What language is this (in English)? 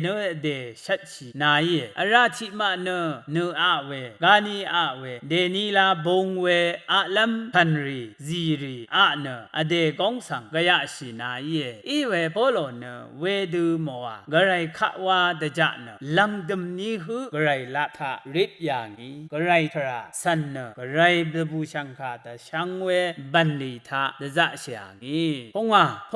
Rawang